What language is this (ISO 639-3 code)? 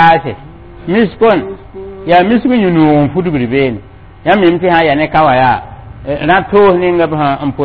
mos